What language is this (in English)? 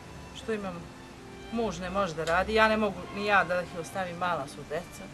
Bosnian